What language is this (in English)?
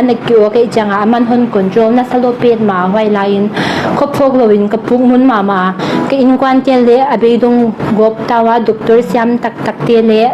Paite Chin